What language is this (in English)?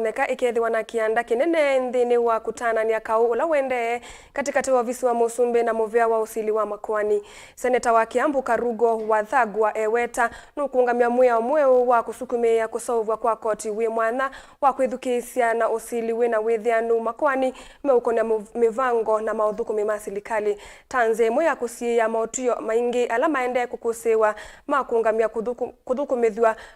Kamba